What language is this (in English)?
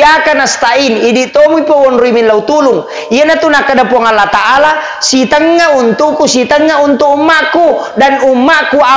Buginese